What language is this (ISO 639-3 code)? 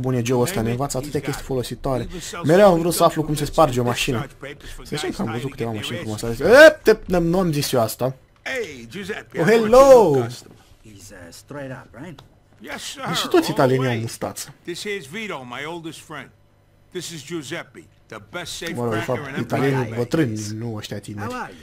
ron